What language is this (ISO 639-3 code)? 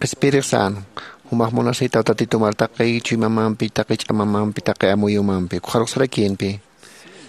aym